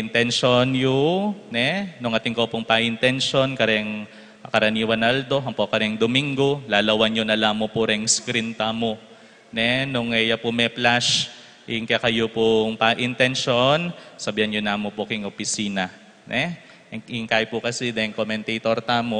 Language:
Pampanga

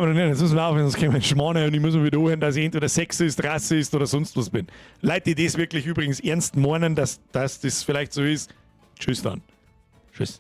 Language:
Bavarian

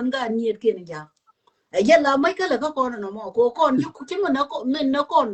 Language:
Nuer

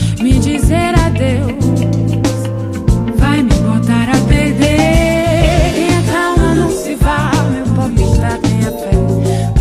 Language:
Portuguese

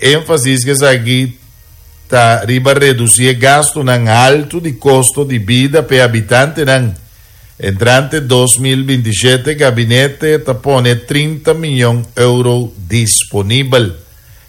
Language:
Papiamento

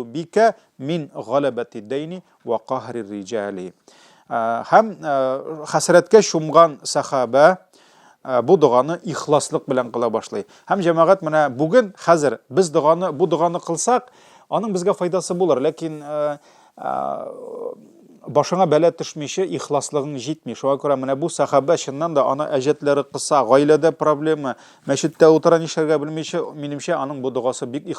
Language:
Tatar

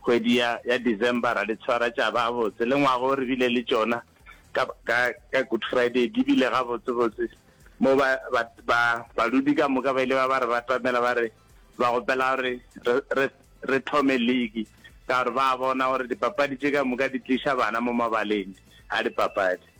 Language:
Northern Sotho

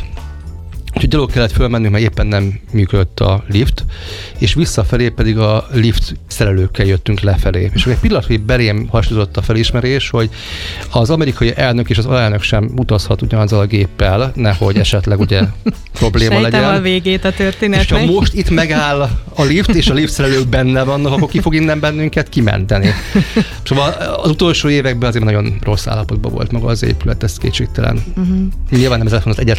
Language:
Hungarian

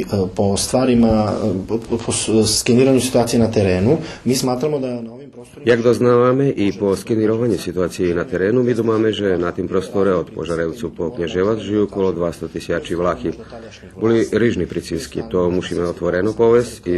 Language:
Rusyn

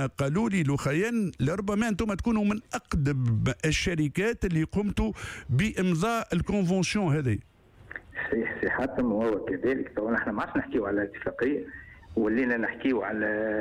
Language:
Tunisian Arabic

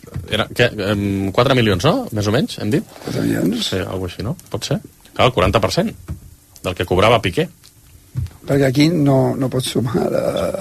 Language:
Catalan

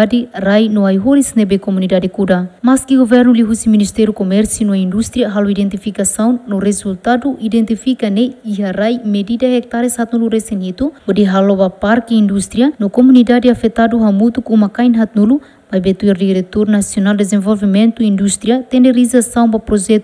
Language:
Tetum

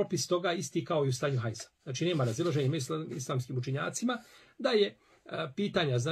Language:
Bosnian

